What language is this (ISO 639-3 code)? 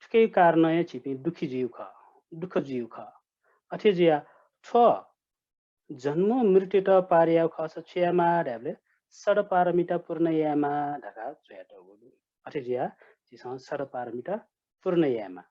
new